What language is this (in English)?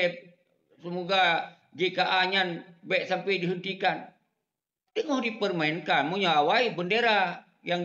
Achinese